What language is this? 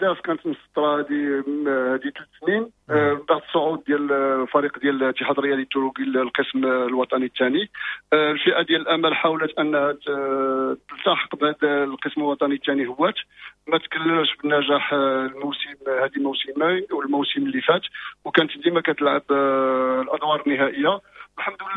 Moroccan Arabic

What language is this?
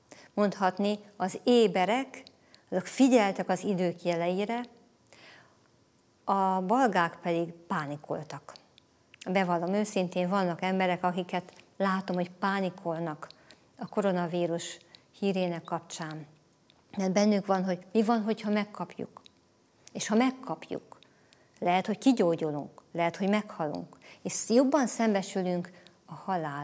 Hungarian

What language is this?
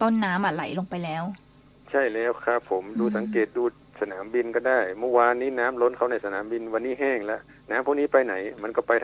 Thai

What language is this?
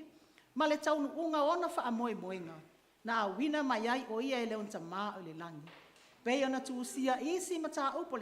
Samoan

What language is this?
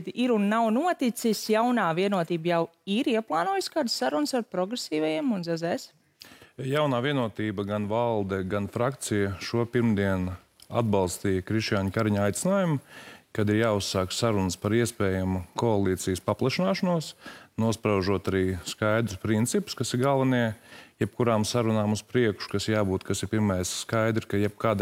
Latvian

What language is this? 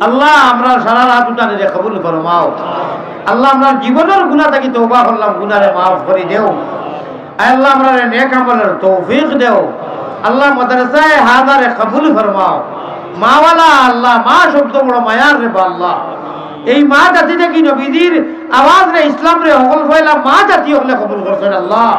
Sylheti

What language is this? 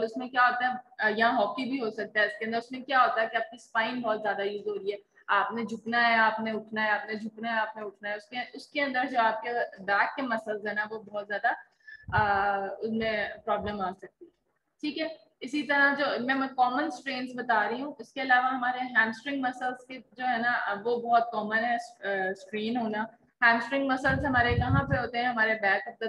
Hindi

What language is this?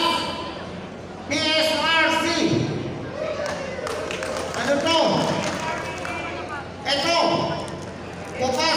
Filipino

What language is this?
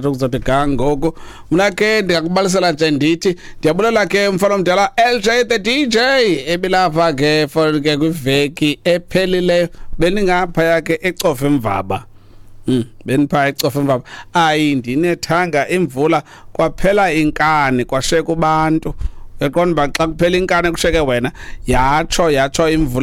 Xhosa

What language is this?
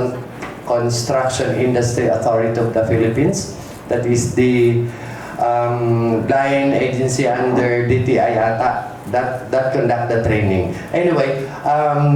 Hiligaynon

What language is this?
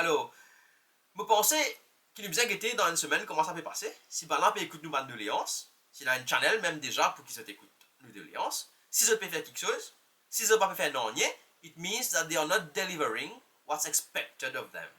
Morisyen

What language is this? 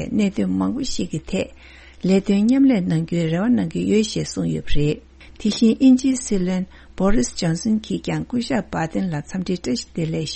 Tibetan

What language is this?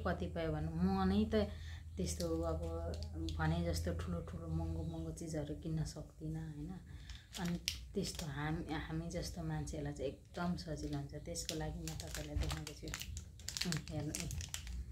Nepali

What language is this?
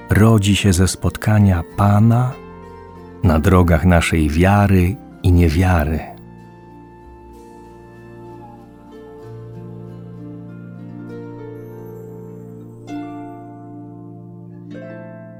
Polish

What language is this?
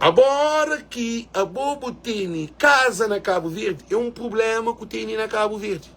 Kabuverdianu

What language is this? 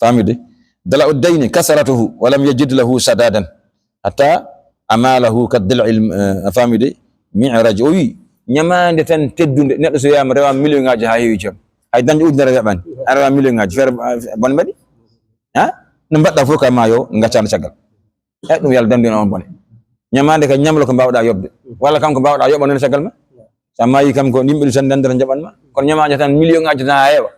Fula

